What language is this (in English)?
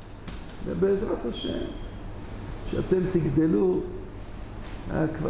Hebrew